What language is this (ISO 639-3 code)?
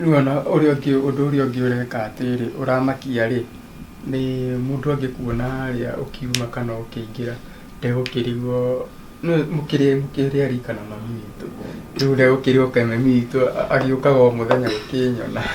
kik